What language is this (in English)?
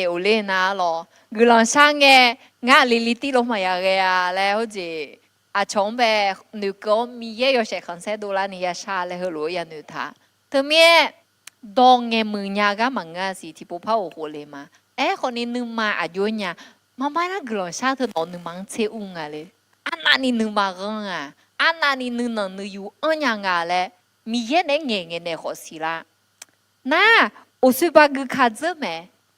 Akha